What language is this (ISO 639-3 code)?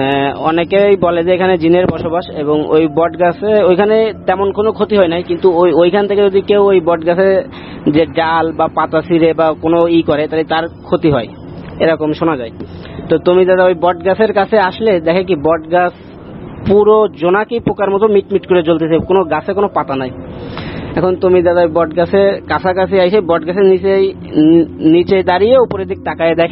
ben